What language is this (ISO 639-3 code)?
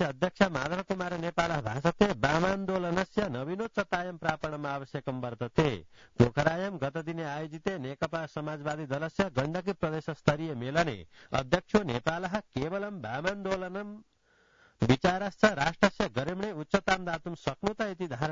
san